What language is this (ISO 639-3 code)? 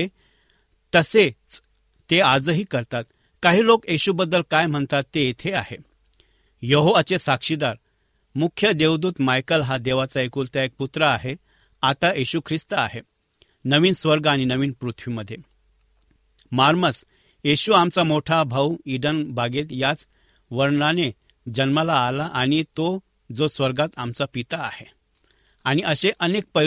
mar